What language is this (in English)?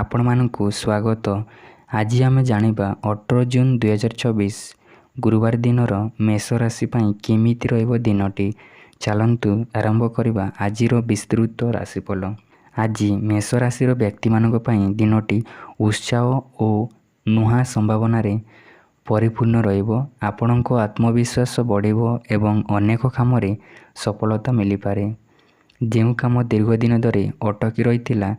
Odia